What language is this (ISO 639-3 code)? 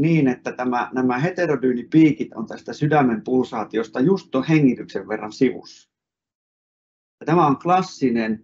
fin